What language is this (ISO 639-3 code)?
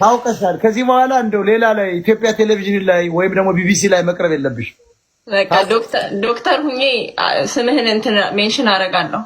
amh